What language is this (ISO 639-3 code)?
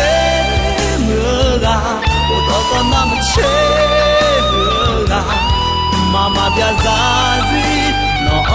ahk